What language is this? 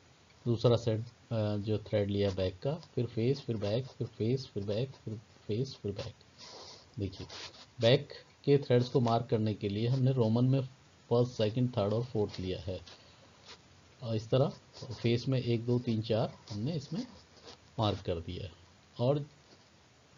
Hindi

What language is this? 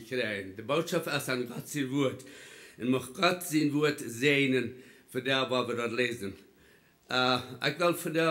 Plautdietsch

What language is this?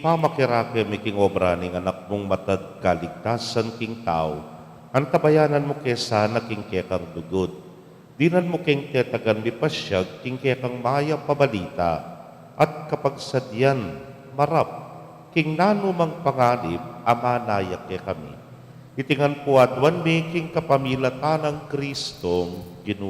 Pampanga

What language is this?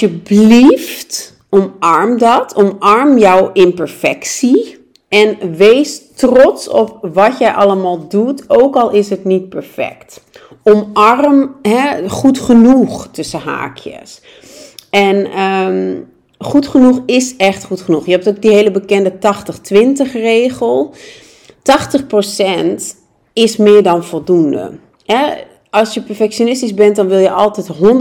Dutch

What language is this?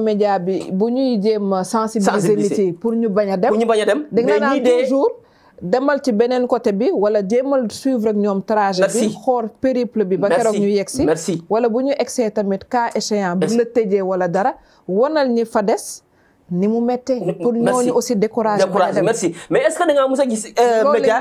Wolof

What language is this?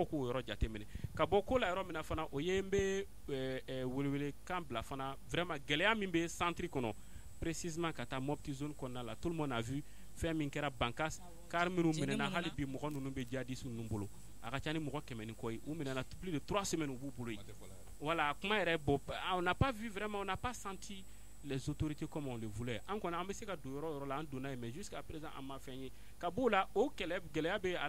Bambara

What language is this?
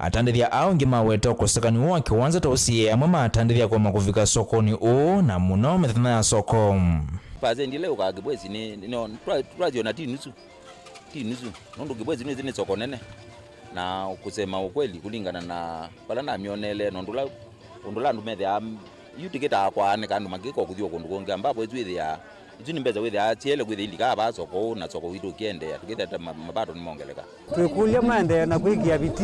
Kamba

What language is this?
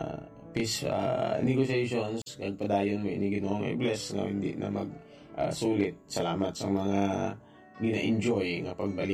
Hiligaynon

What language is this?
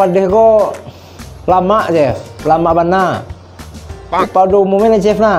Minangkabau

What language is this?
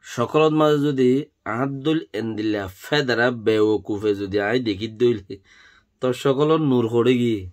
Rohingya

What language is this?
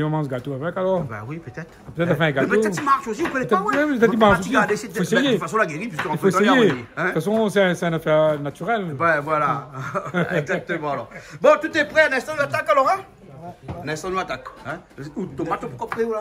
Réunion Creole French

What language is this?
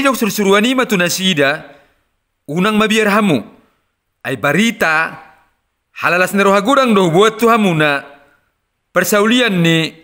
Batak Toba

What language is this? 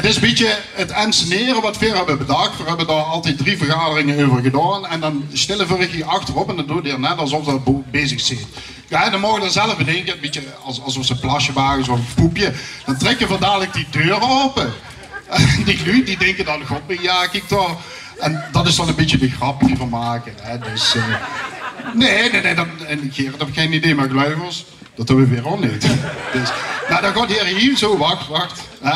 Limburgish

